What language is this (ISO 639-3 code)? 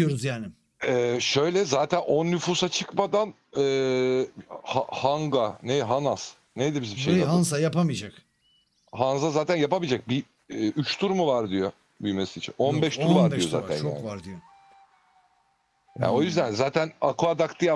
tur